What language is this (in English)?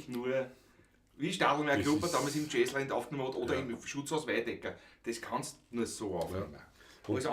Bavarian